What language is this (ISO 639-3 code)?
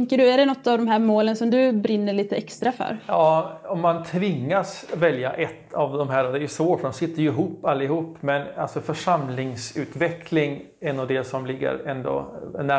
swe